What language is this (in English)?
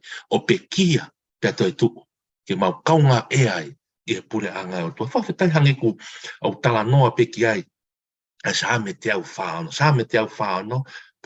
Tongan